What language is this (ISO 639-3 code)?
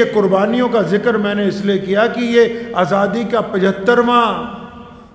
hin